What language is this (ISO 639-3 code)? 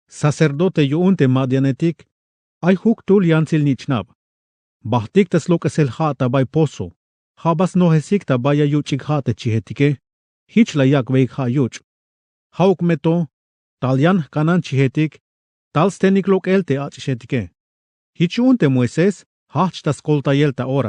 tzh